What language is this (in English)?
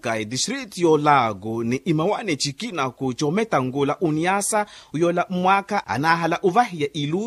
Makhuwa